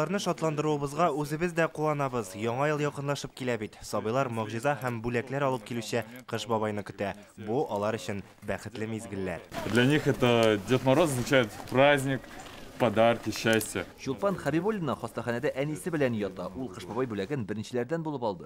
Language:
Tatar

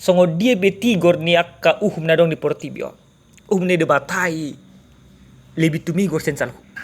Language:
Batak Toba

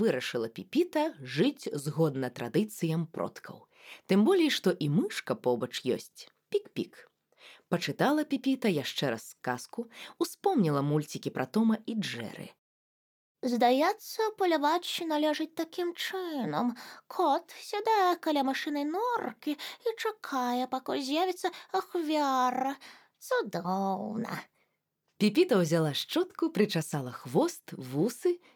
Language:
Belarusian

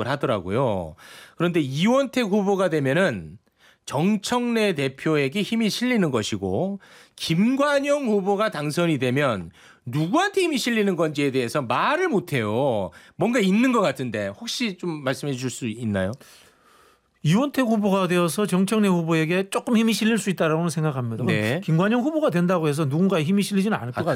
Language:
Korean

